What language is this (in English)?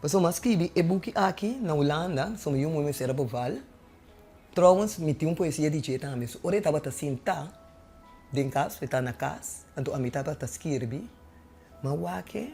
Papiamento